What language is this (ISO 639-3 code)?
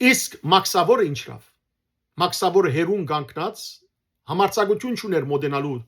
hyw